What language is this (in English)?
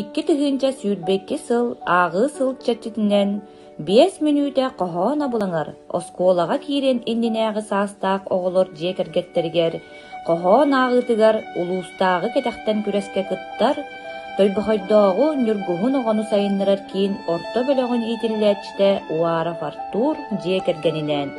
Yakut